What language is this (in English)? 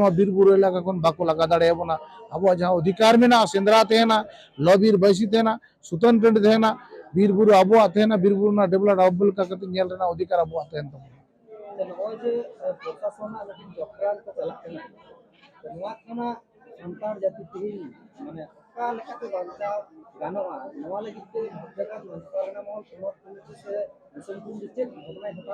Santali